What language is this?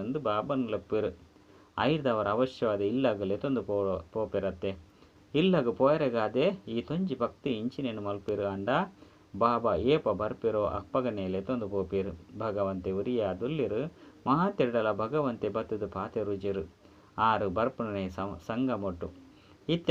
Tulu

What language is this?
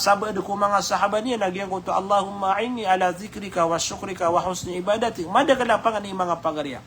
Maranao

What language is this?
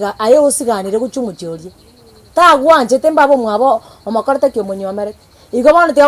Gusii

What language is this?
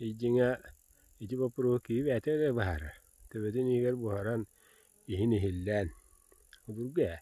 Yakut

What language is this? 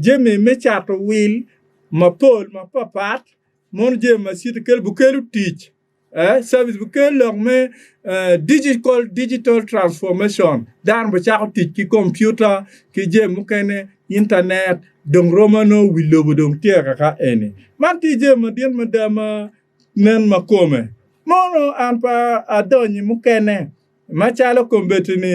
Acoli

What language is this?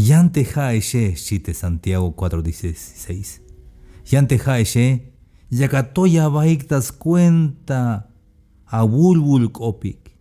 Tzeltal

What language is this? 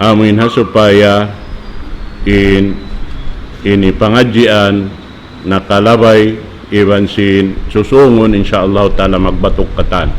Tausug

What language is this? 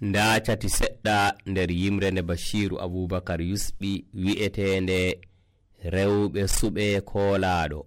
Nigerian Fulfulde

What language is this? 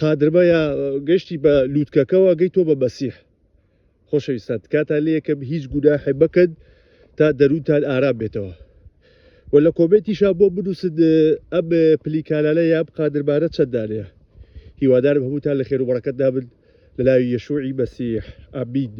Central Kurdish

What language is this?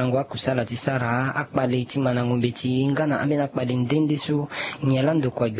Sango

